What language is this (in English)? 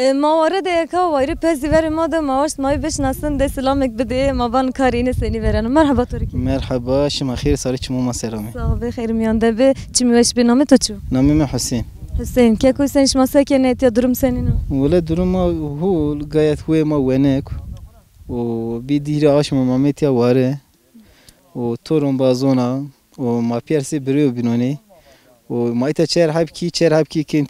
Zaza